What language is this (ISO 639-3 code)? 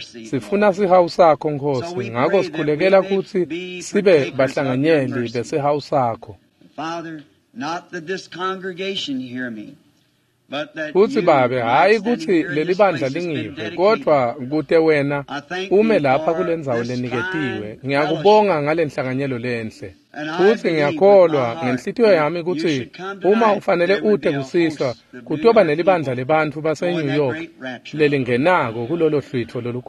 ssw